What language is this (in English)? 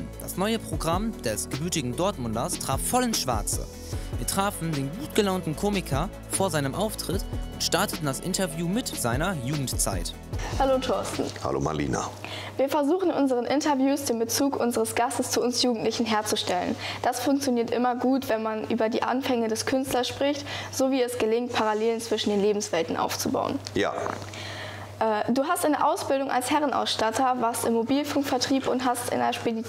German